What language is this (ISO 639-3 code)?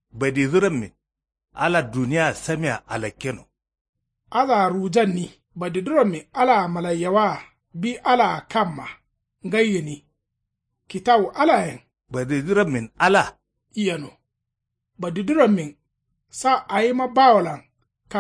kau